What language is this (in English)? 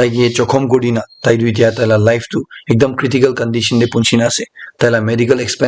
Naga Pidgin